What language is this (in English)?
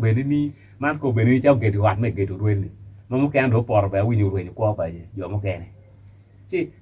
Acoli